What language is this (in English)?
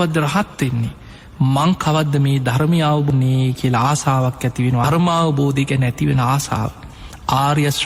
Sinhala